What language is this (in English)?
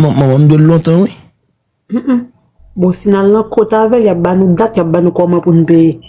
Haitian Creole